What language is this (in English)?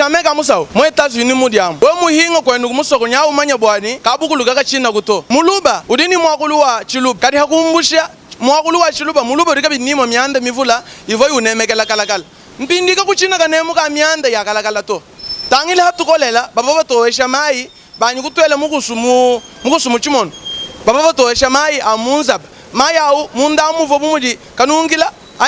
Luba-Lulua